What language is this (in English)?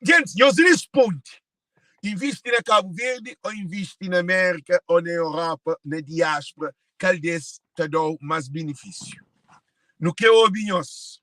Kabuverdianu